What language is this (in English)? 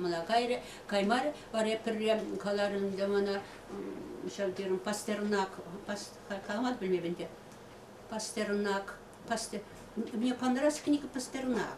Chuvash